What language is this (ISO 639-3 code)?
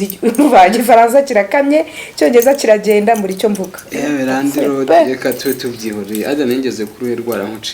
kin